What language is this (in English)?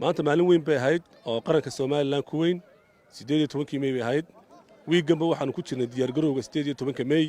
Somali